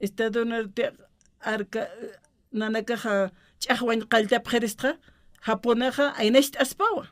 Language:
Aymara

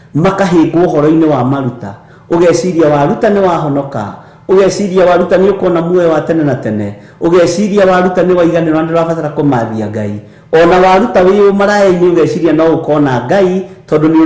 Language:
Kikuyu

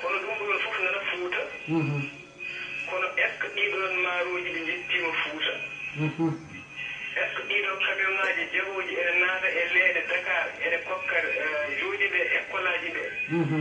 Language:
Fula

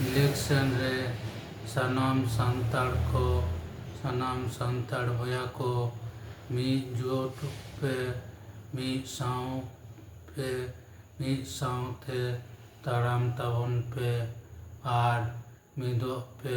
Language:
Santali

